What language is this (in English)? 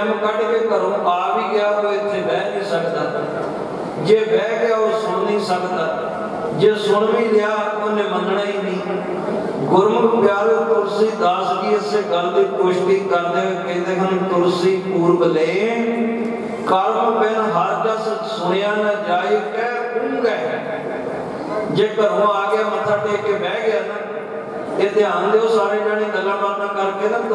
Punjabi